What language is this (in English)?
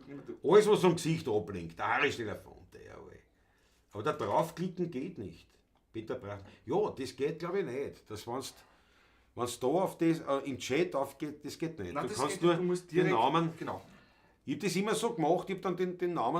Bavarian